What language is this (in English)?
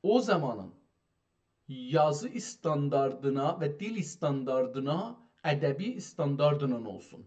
South Azerbaijani